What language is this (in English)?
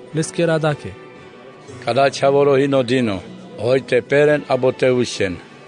Carpathian Romani